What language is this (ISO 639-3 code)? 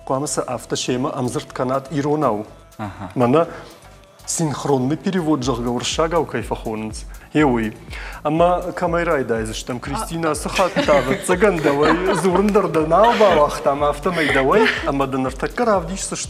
oss